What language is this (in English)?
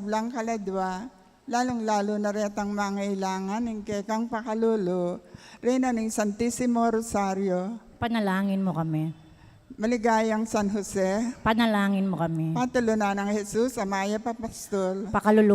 Pampanga